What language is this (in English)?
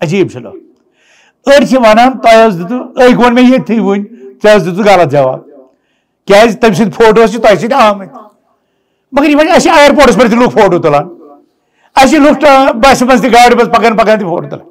Kashmiri